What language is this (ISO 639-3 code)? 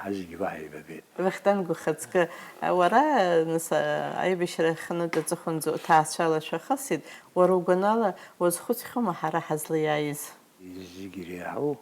abk